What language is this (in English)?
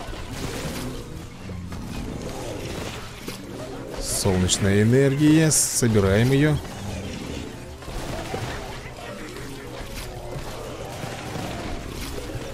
Russian